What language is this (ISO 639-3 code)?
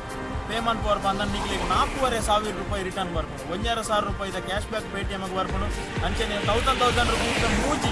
tcy